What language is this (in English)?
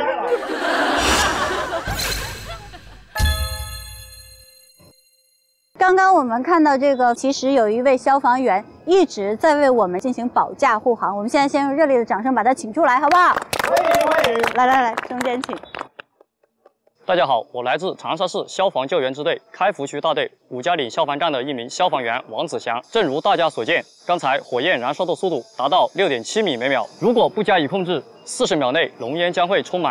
Chinese